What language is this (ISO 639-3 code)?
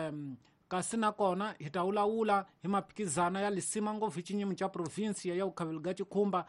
tso